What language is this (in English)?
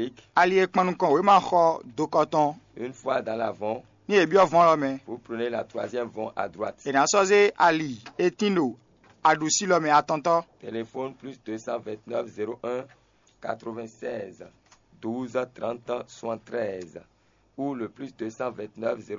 Fon